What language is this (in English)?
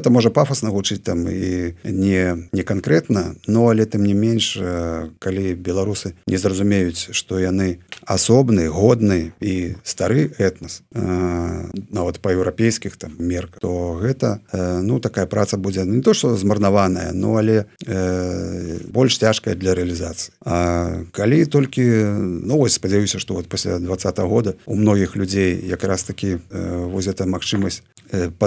Belarusian